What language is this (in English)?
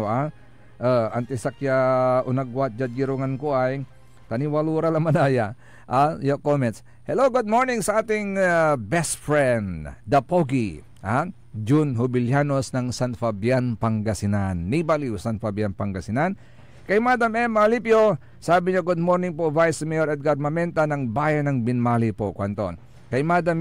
Pangasinan